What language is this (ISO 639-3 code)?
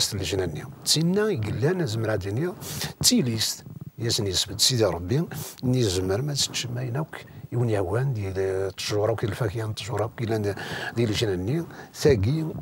kab